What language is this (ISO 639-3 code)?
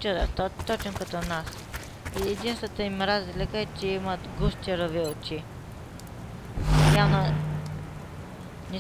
bul